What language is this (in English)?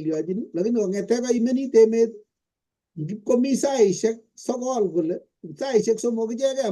Kalenjin